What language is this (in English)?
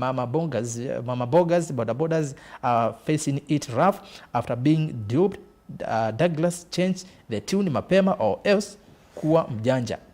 Kamba